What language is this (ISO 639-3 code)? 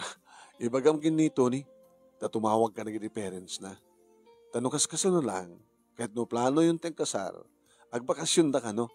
ilo